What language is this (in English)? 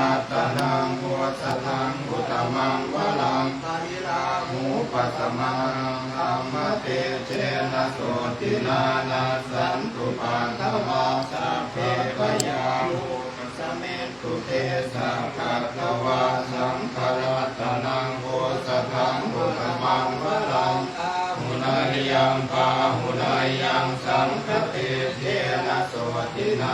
Pali